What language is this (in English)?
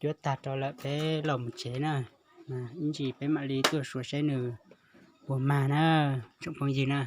Hmong